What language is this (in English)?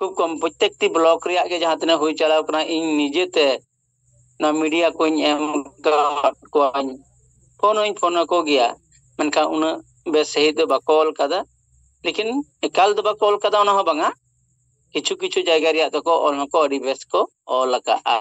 Santali